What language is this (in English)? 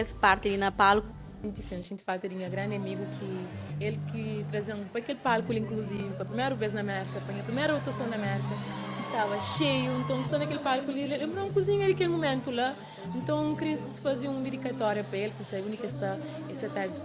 Kabuverdianu